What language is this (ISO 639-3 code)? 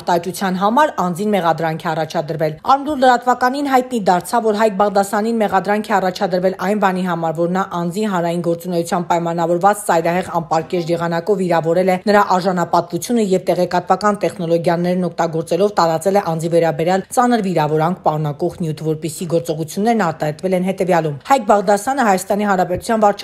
hye